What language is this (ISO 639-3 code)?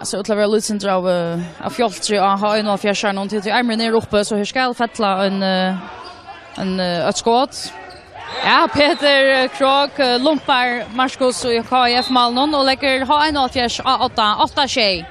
fao